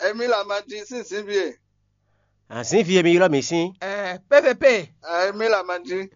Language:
Fon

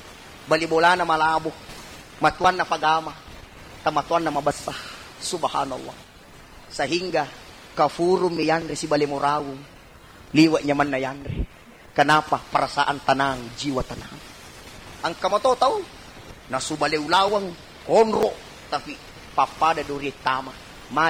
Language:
Buginese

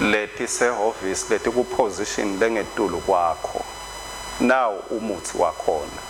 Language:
Swati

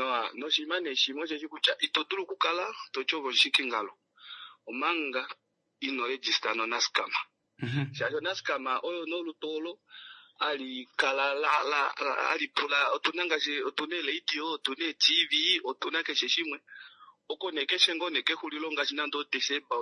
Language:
Kuanyama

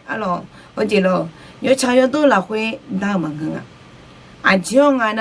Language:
Akha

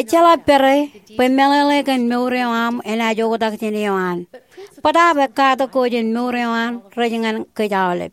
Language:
Marshallese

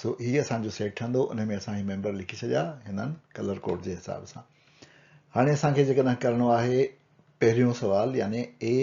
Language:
Sindhi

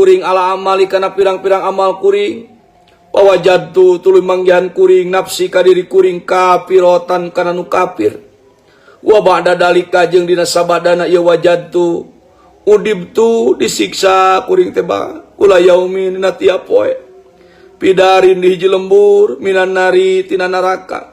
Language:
Sundanese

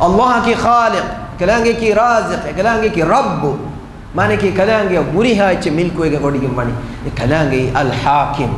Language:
Divehi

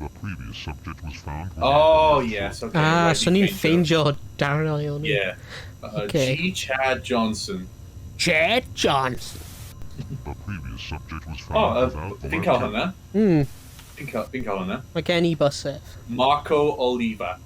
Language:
Welsh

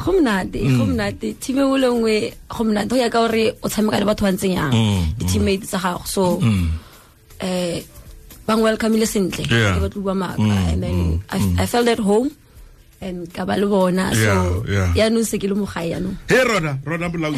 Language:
Tswana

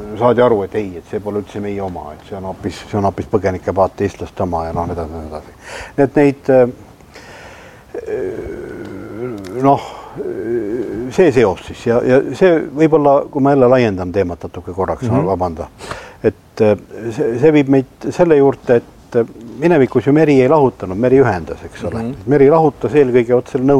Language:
Estonian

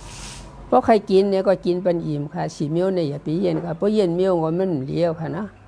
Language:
Shan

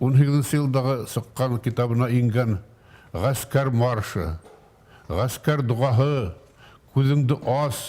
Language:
Bashkir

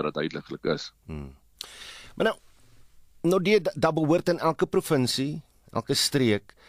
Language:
Afrikaans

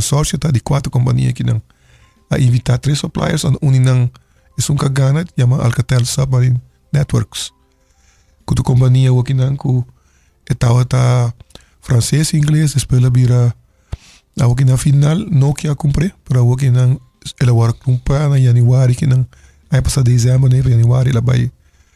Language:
Papiamento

